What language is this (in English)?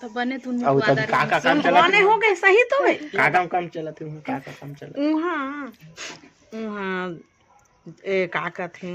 Chhattisgarhi